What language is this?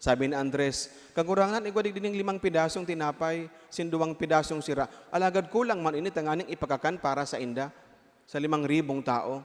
Bikol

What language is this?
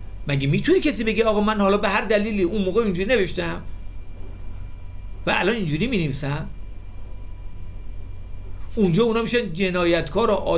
Persian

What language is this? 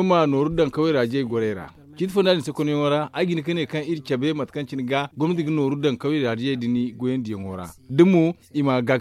Zarma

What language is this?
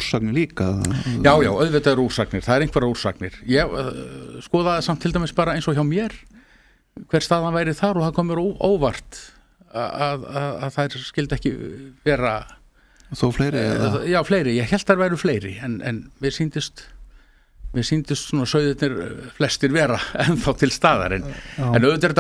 Icelandic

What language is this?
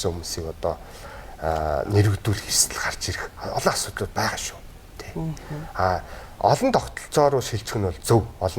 Mongolian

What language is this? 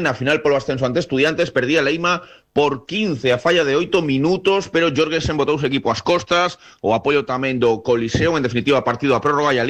Galician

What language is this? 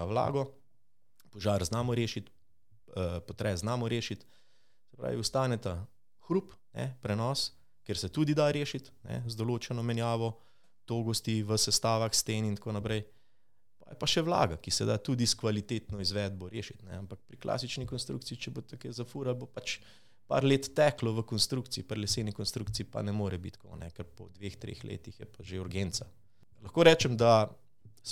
Slovenian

